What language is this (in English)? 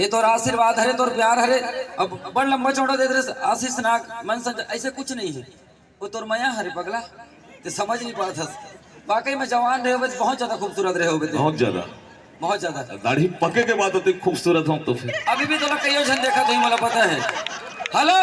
Chhattisgarhi